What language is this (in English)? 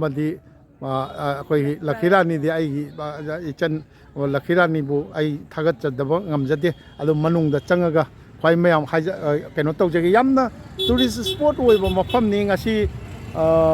Manipuri